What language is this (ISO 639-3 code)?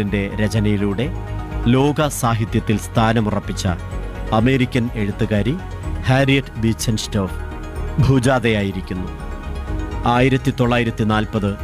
mal